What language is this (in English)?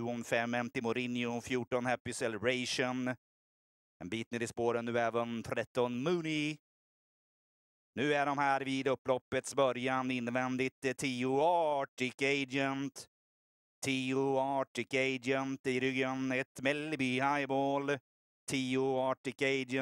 Swedish